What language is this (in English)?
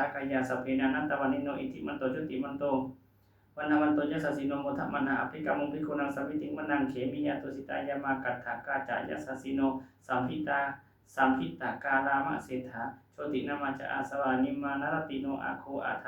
Pali